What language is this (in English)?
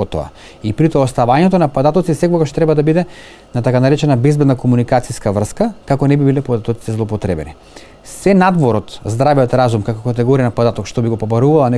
Macedonian